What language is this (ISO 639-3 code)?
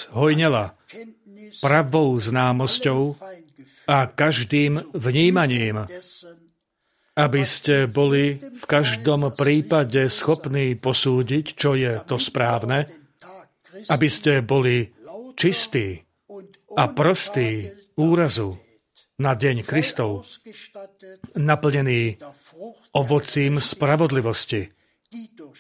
slk